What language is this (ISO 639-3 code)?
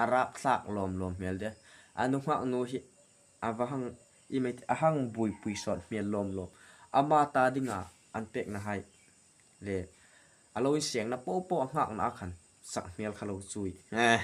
hmr